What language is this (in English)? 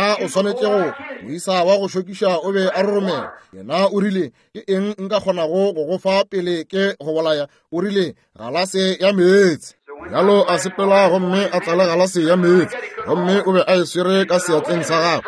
Northern Sotho